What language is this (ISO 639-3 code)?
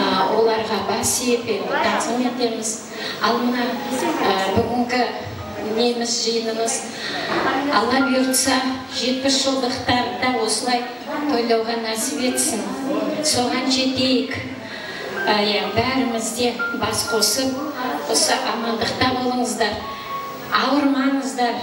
kaa